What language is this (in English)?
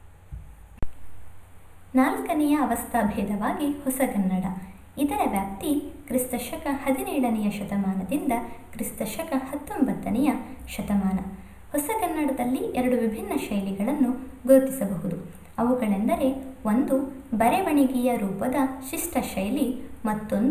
Kannada